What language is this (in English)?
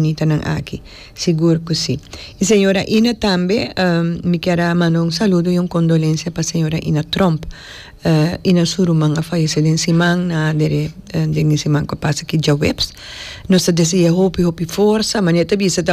Papiamento